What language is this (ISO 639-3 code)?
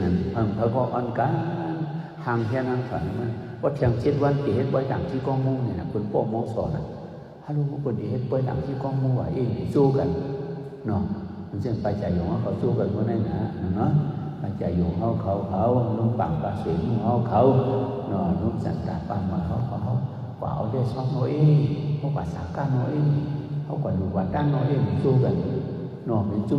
shn